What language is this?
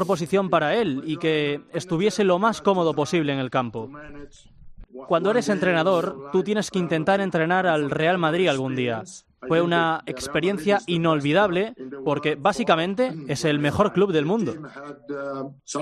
Spanish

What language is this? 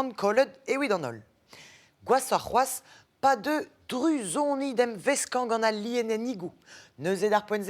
Breton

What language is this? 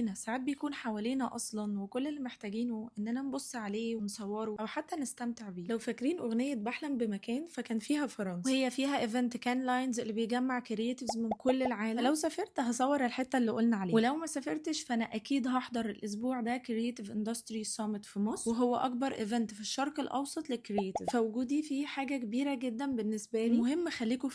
Egyptian Arabic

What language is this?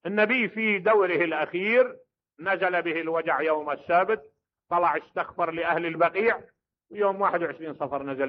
Mesopotamian Arabic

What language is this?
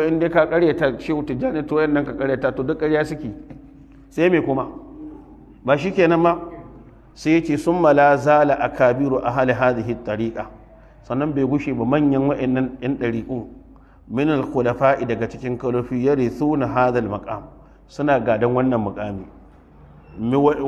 Hausa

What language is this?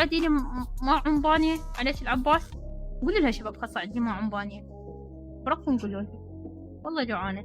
Mesopotamian Arabic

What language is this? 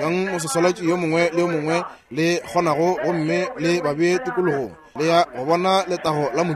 Northern Sotho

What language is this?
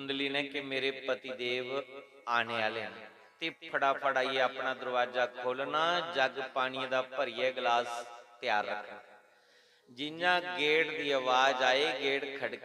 Dogri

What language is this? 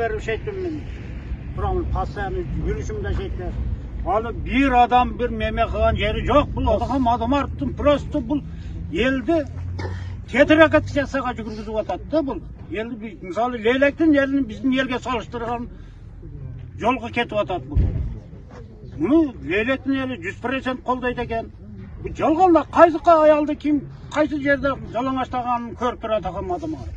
Kyrgyz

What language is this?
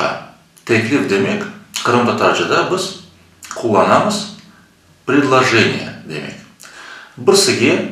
Crimean Tatar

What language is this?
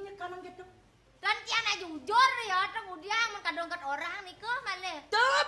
Balinese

